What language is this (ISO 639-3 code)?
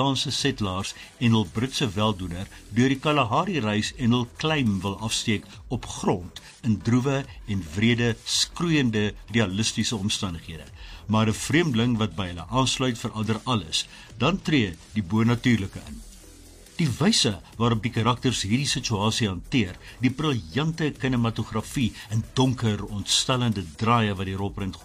afr